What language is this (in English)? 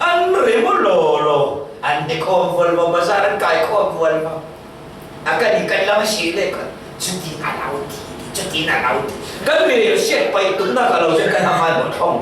Falam Chin